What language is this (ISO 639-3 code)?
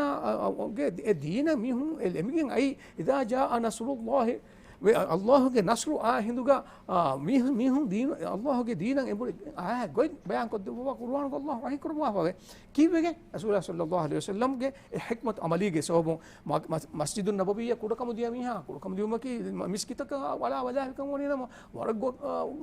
div